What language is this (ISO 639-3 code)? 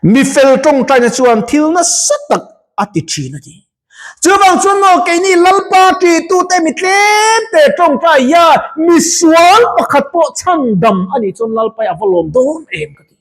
lus